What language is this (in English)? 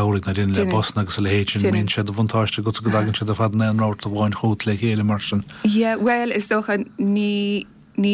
Irish